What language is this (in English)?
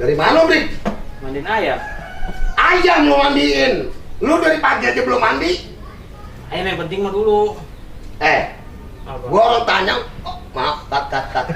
Betawi